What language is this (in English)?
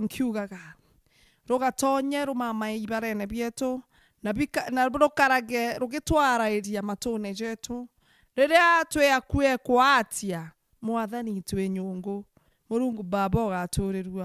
Meru